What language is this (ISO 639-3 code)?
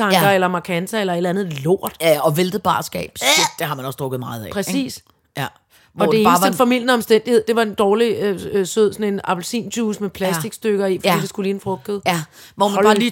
dan